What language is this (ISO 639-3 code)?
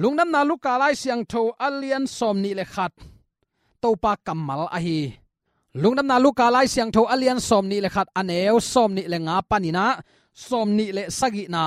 ctd